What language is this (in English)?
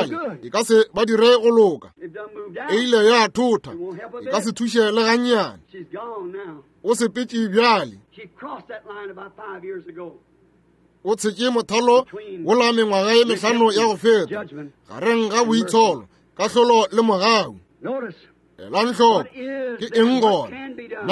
Northern Sotho